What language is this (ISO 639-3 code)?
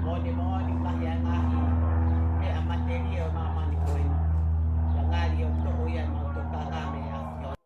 ton